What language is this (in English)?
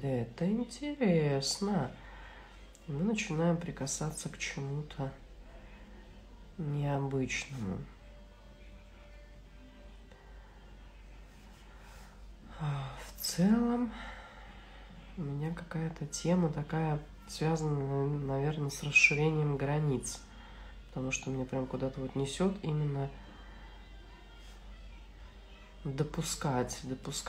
Russian